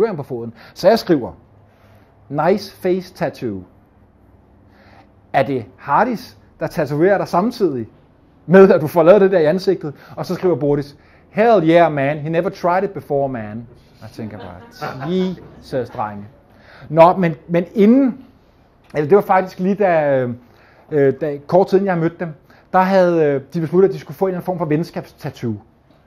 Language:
Danish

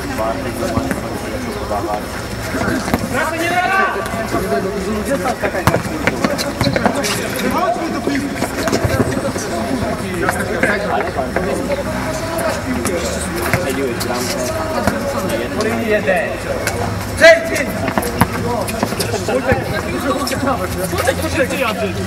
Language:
Polish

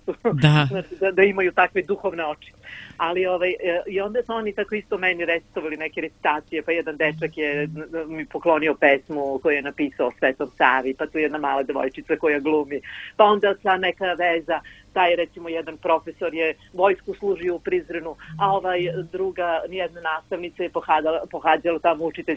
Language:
Serbian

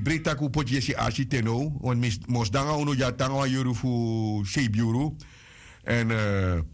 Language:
Sranan Tongo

